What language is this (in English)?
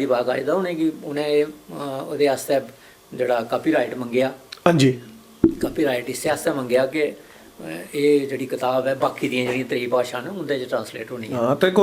Dogri